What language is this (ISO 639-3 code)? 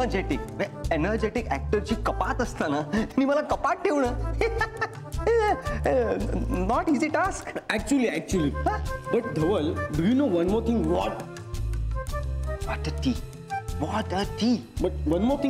mar